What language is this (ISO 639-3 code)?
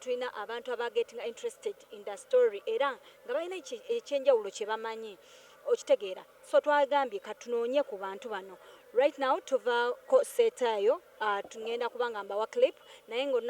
lug